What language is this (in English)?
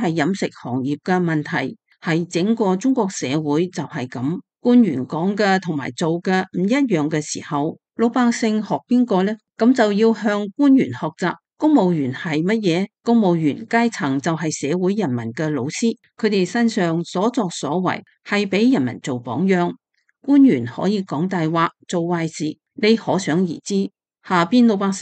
Cantonese